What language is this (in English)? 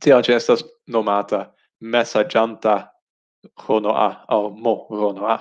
Esperanto